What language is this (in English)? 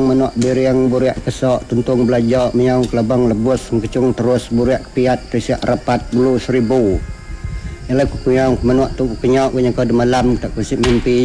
Iban